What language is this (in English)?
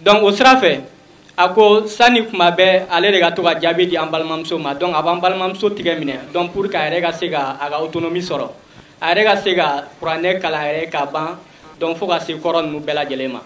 Bambara